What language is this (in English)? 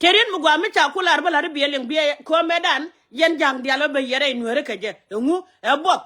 Nuer